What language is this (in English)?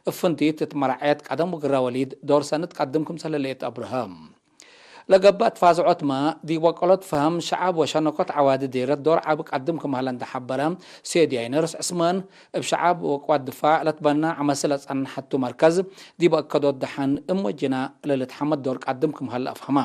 Tigre